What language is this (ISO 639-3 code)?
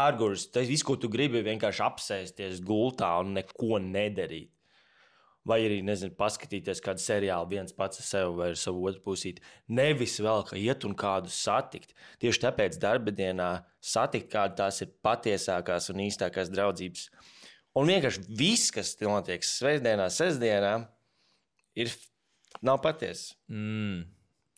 lav